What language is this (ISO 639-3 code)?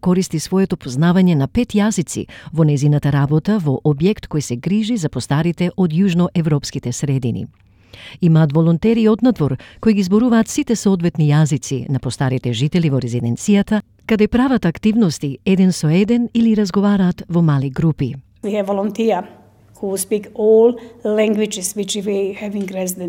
mkd